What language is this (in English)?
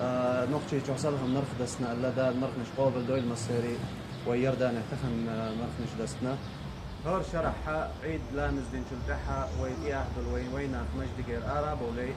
Chechen